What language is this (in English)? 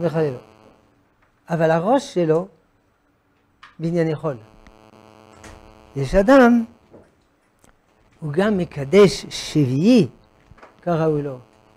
Hebrew